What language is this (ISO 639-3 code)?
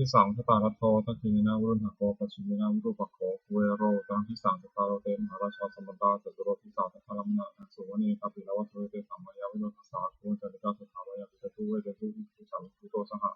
pli